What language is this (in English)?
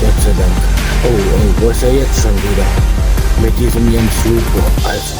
Bavarian